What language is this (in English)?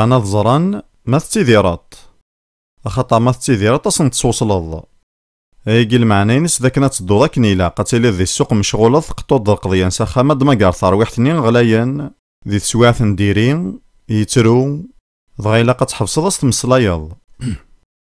Kabyle